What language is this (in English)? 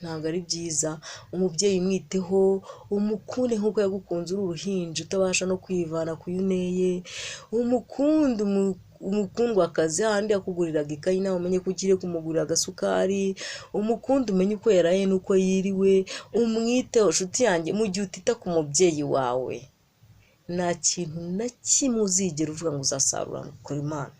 Kinyarwanda